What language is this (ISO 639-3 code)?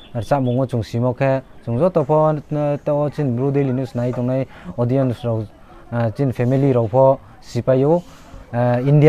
ria